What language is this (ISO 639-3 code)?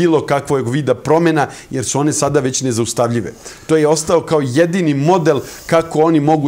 srp